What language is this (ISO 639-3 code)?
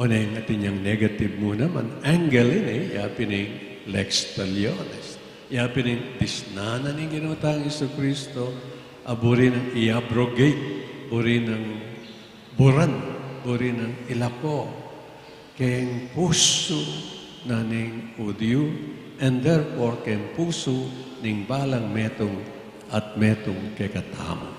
pam